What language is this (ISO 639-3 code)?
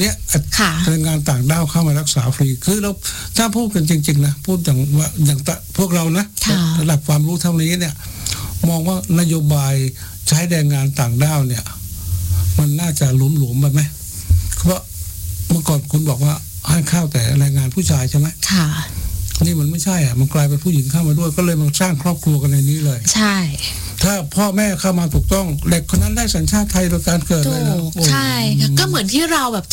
tha